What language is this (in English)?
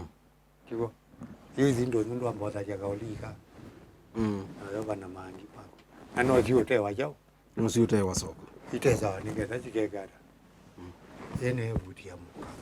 Kamba